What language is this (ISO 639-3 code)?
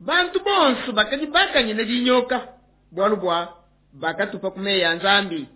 lua